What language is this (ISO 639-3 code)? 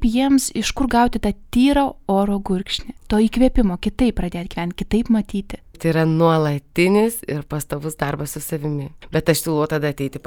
lit